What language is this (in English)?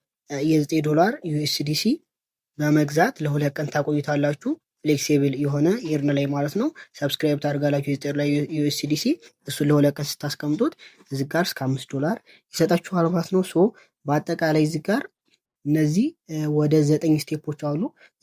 Amharic